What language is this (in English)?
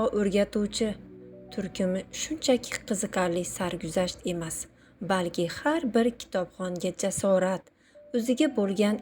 Uzbek